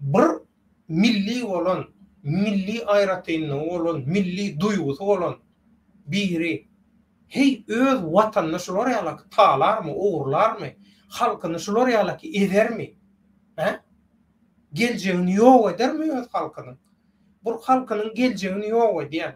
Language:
Turkmen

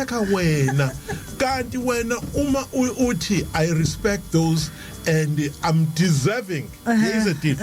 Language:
Zulu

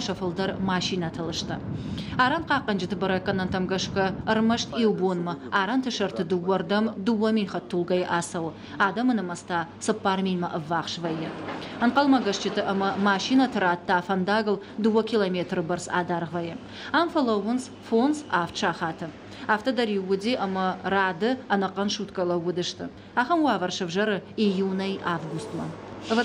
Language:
Ossetic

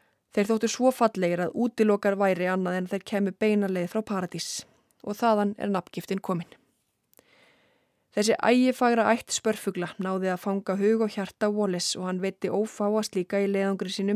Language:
Icelandic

